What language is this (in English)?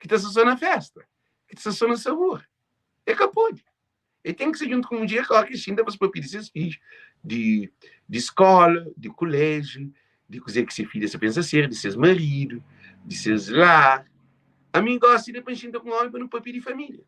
Kabuverdianu